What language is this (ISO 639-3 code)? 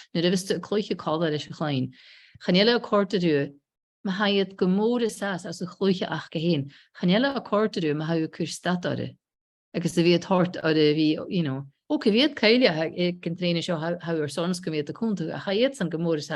gla